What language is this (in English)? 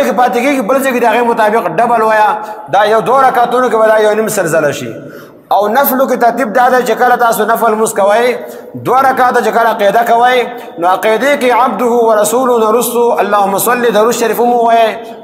Pashto